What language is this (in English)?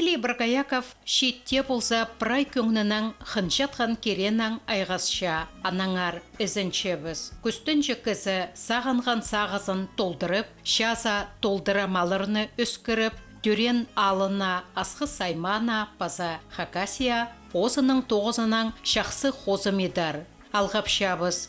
Khakas